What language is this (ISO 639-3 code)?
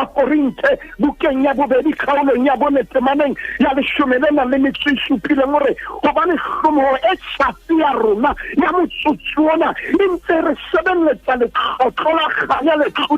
sot